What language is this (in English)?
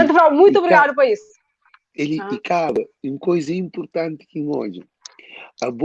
Kabuverdianu